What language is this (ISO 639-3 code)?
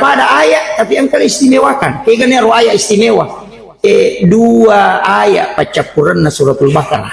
bug